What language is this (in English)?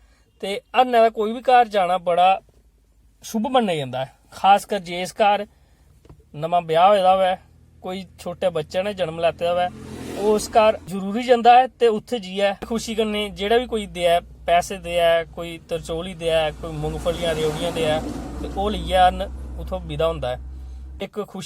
Dogri